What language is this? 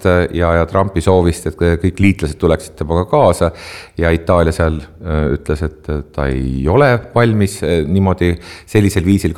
Estonian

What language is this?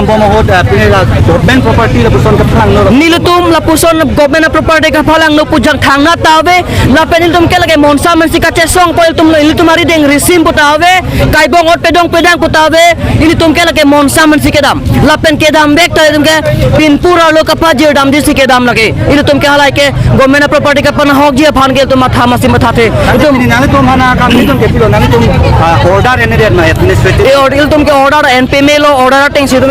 Karbi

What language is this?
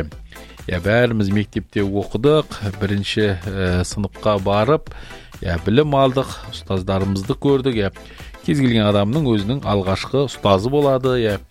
Kazakh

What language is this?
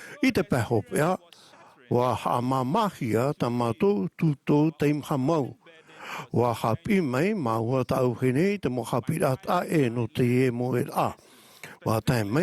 Tahitian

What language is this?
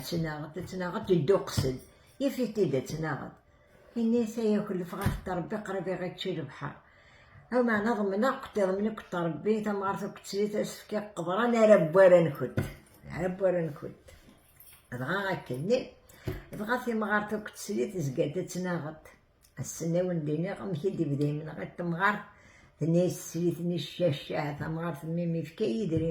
Kabyle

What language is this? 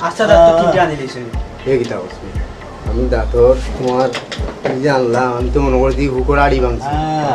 Sylheti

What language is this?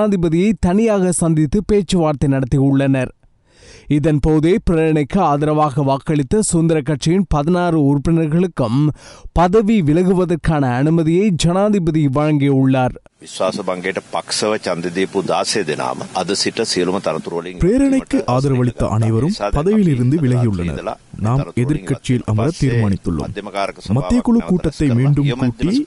Tamil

